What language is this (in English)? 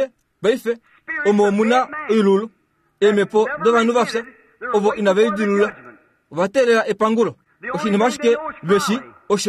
Kuanyama